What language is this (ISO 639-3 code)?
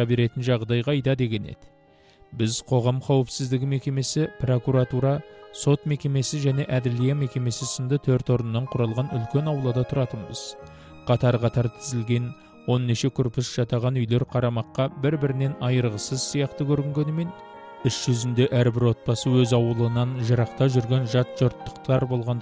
kaz